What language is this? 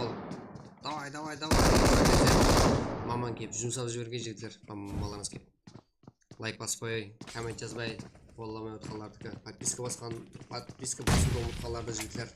Kara-Kalpak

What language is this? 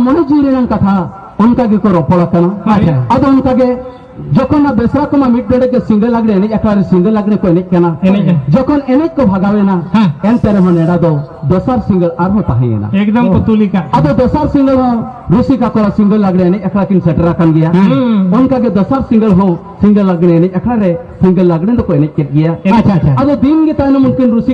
Santali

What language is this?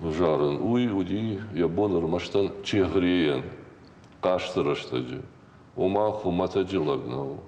Ossetic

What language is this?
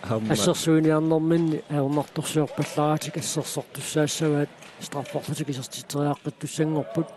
Kalaallisut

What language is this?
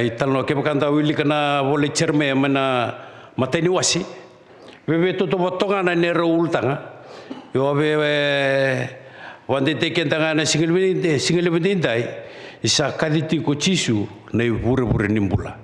Fijian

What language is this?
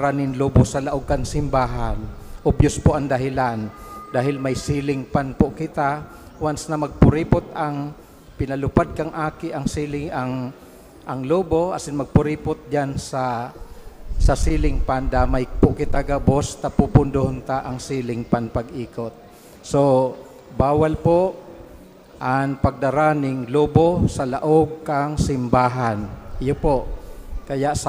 Bikol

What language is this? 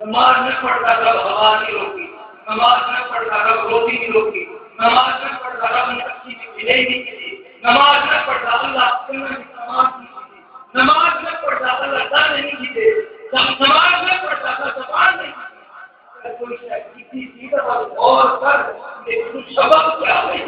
Saraiki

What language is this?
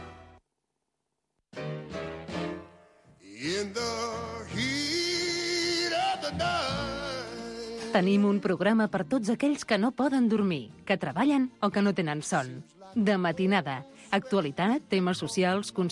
Catalan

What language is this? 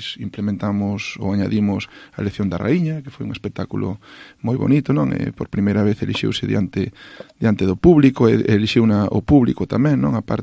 Galician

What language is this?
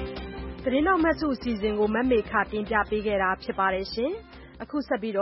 Burmese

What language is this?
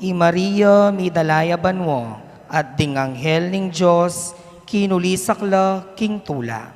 Pampanga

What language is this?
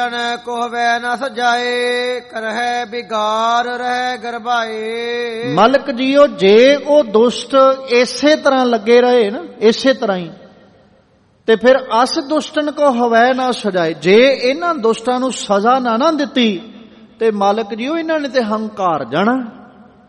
Punjabi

